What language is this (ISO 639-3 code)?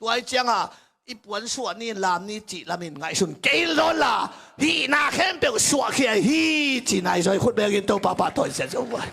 ctd